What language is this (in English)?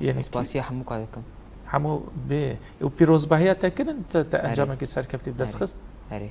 Kurdish